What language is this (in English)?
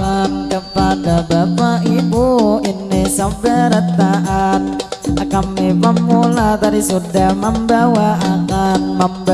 Banjar